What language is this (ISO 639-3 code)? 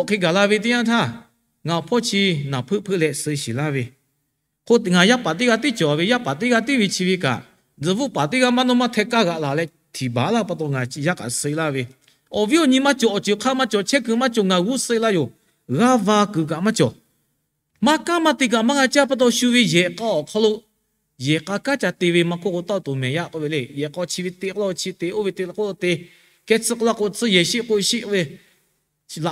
lhu